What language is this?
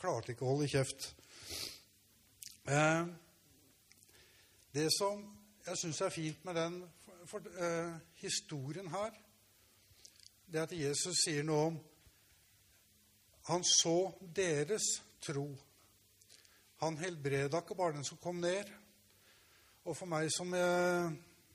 Norwegian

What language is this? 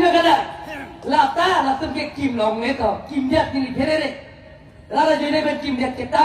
Karbi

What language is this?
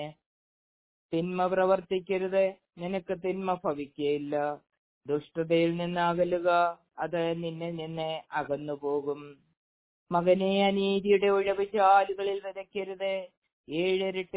Malayalam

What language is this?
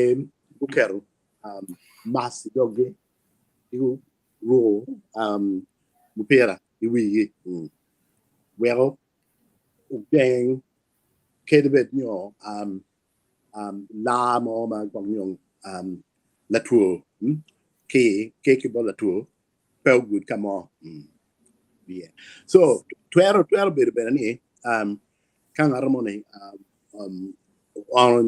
Acoli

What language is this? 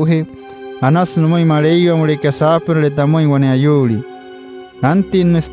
Wayuu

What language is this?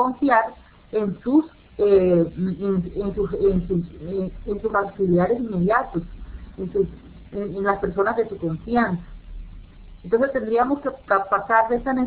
Spanish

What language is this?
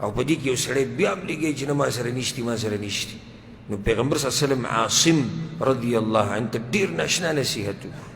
Pashto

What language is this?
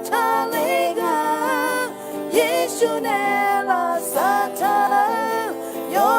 Akha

